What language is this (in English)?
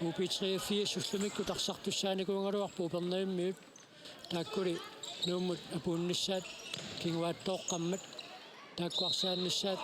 Kalaallisut